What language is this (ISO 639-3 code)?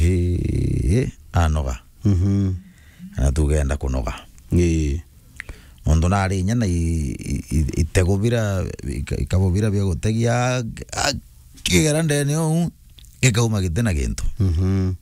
mer